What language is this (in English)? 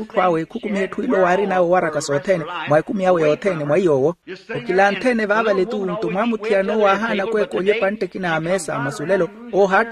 Makhuwa